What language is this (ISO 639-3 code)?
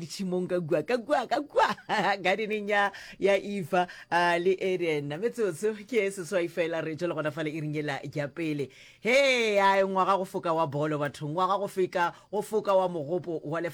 nso